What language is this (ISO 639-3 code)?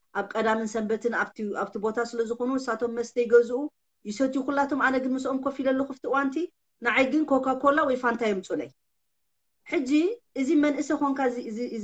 tir